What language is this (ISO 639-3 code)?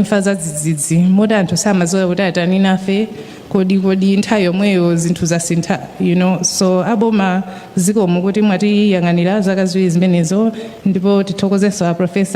nya